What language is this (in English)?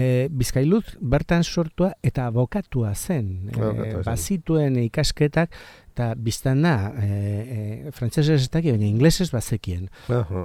Basque